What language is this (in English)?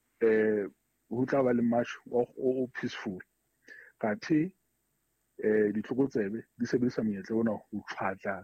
Southern Sotho